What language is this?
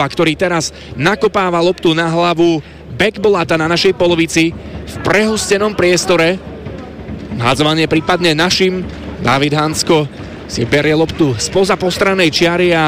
Slovak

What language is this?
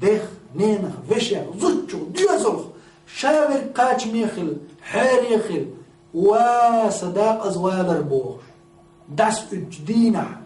Chechen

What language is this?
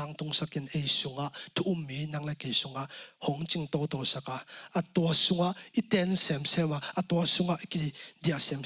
Tedim Chin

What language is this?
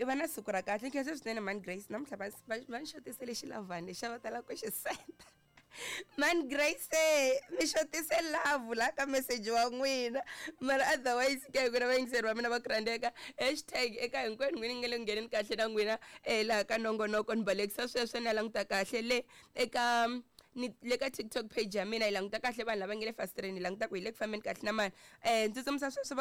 Tsonga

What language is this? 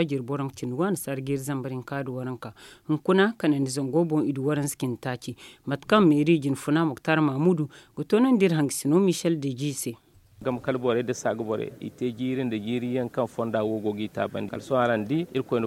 Zarma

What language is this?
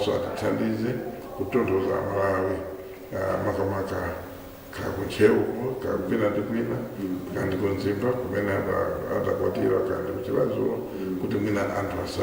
Nyanja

